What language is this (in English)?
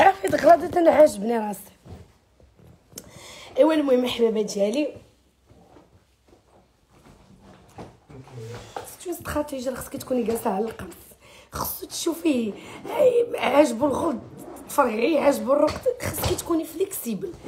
Moroccan Arabic